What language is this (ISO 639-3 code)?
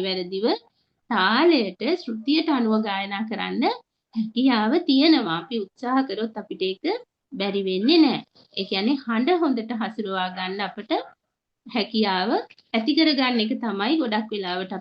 sin